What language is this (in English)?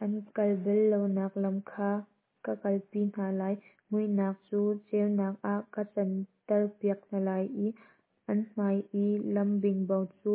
Hakha Chin